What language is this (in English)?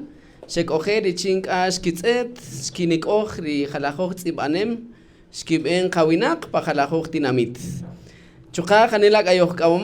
Kaqchikel